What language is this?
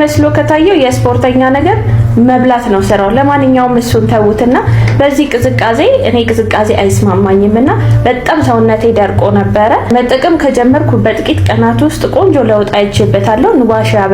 Amharic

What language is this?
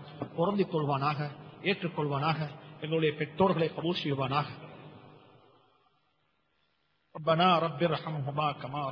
Tamil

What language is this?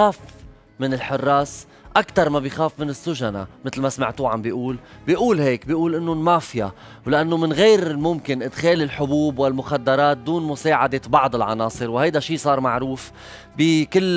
North Levantine Arabic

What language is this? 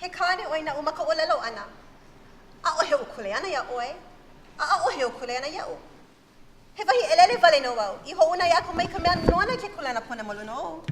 Hawaiian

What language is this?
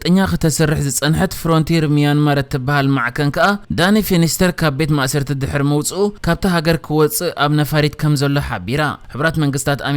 Tigrinya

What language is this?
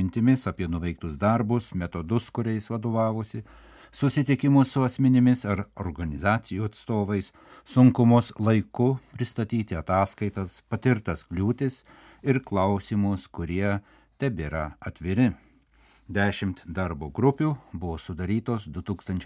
Lithuanian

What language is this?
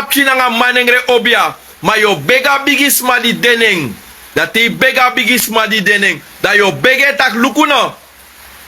Sranan Tongo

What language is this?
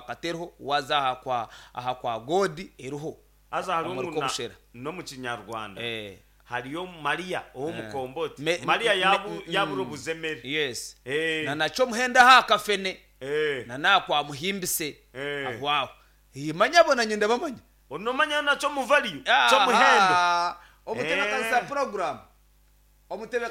Nyankole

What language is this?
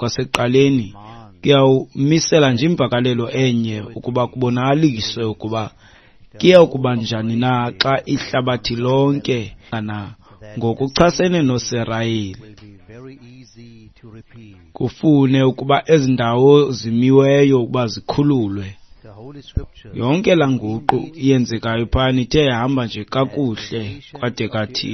Xhosa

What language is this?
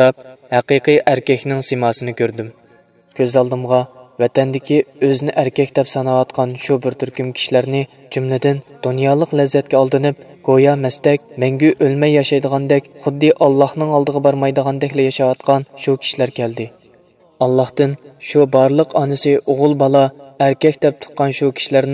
Uyghur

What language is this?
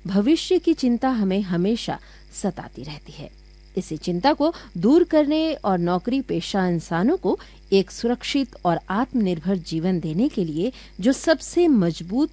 Hindi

